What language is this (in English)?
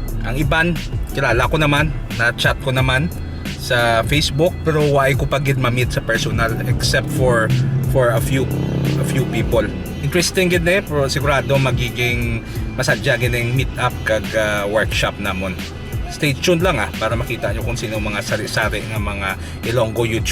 Hiligaynon